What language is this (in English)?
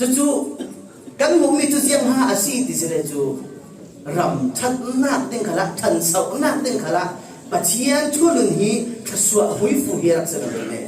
Falam Chin